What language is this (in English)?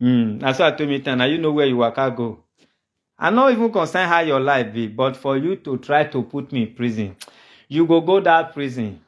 Nigerian Pidgin